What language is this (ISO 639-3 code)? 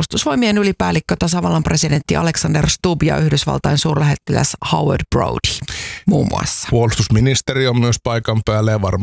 fin